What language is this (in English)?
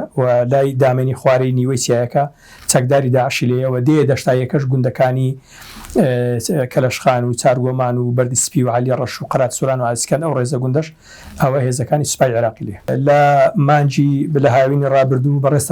Central Kurdish